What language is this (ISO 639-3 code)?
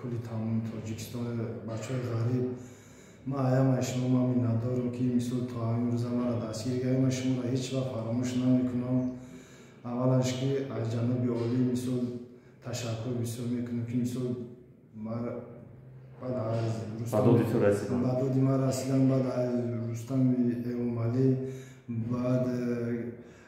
tgk